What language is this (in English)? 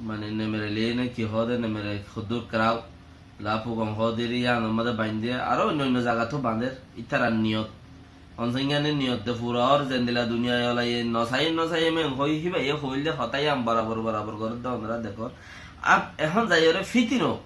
Rohingya